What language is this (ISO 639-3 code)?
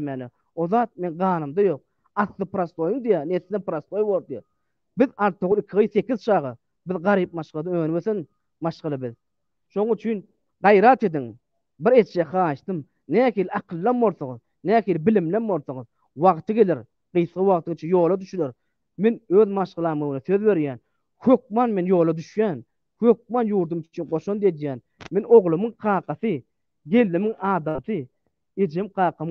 tuk